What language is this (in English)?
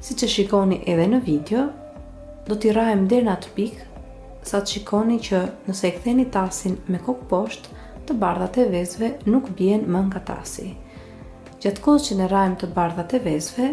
Albanian